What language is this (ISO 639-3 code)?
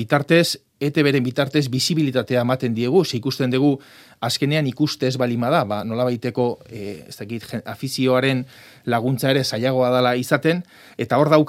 eus